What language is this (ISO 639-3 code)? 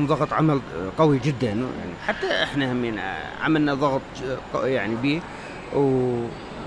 acm